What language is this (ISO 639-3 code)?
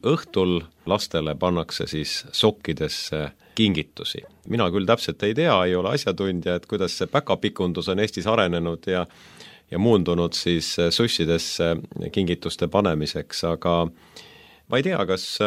est